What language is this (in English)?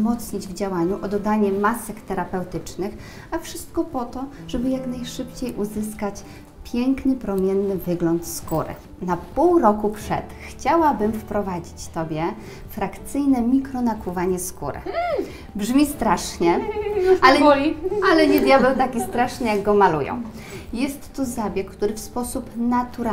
Polish